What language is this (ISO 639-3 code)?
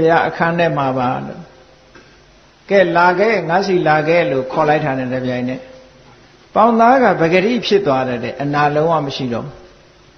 mya